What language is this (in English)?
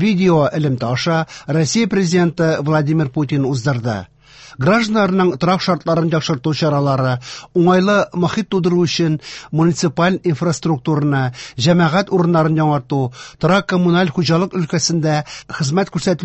Tatar